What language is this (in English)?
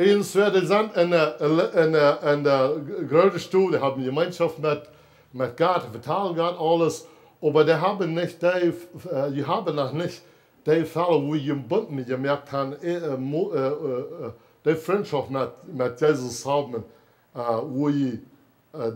Plautdietsch